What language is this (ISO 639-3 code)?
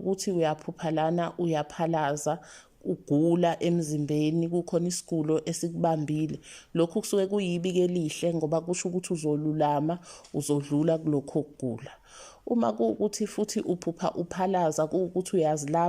zul